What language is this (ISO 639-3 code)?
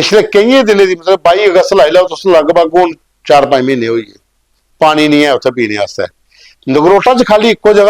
doi